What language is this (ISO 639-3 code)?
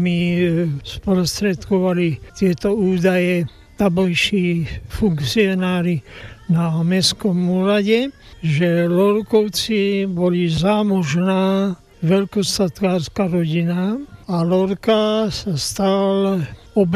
slk